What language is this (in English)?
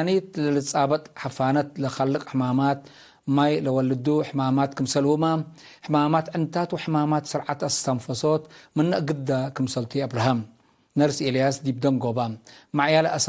Tigre